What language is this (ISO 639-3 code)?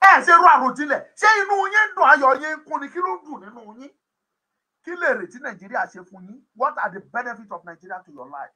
yor